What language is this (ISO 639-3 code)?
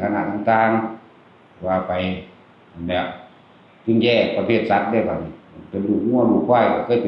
tts